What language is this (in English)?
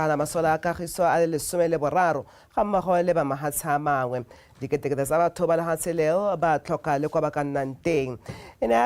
Tswana